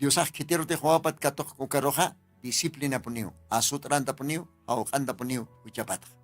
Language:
Aymara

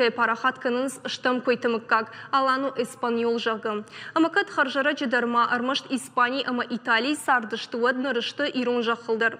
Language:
Ossetic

